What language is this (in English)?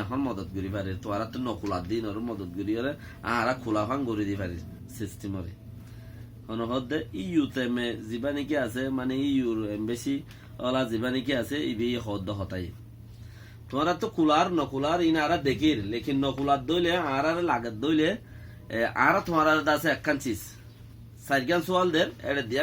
Rohingya